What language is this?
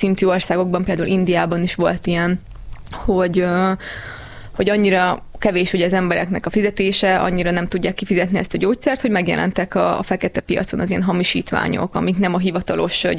Hungarian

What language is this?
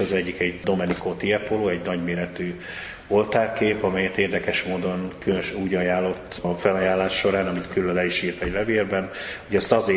Hungarian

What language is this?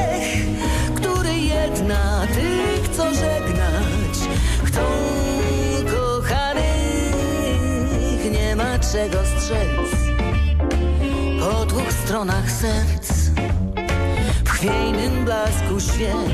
Polish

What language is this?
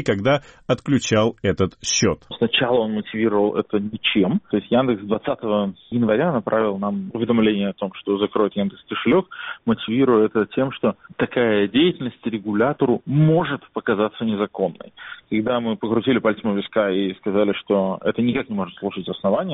Russian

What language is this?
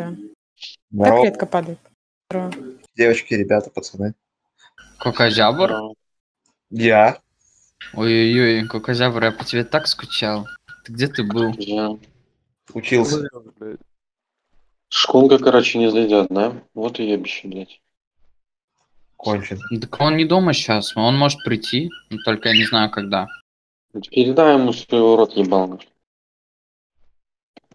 Russian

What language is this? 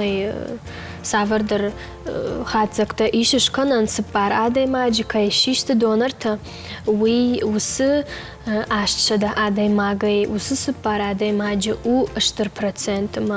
Ossetic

